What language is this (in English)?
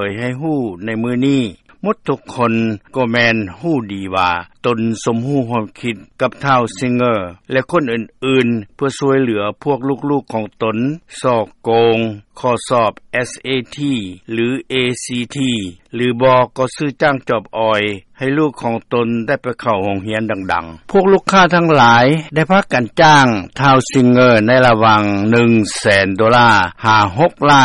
Lao